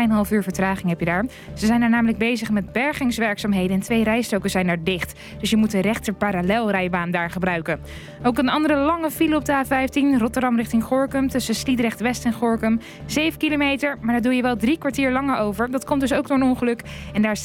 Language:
Dutch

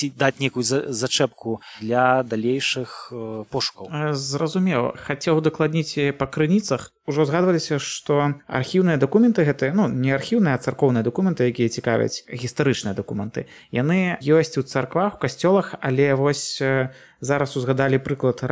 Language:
Belarusian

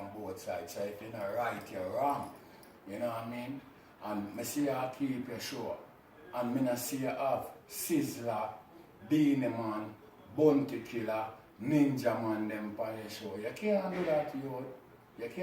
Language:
Jamaican Creole English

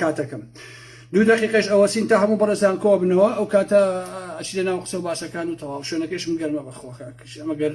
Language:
Central Kurdish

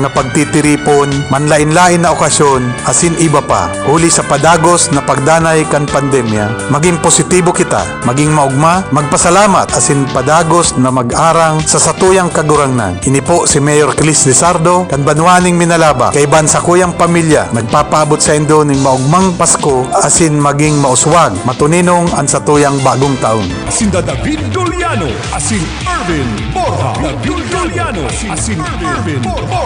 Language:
Bikol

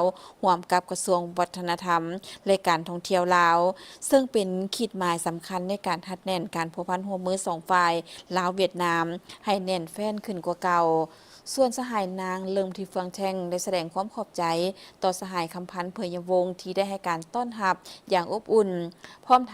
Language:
Lao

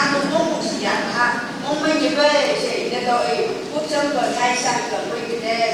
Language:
Phom Naga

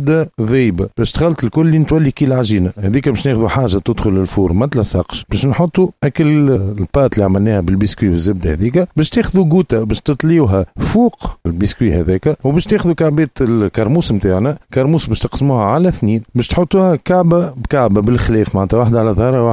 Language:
Tunisian Arabic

